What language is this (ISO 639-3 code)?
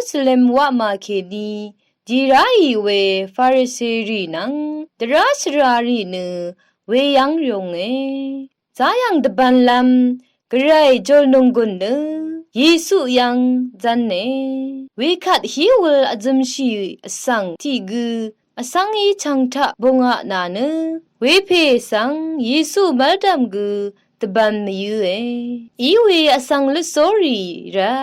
raw